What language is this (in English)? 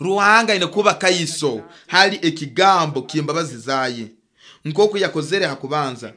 Nyoro